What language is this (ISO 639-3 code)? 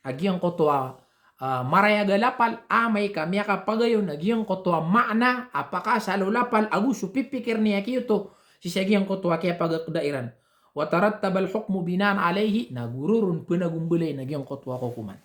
mrw